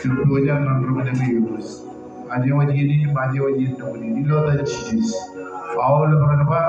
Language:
Marshallese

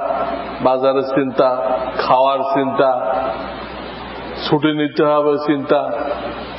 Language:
Bangla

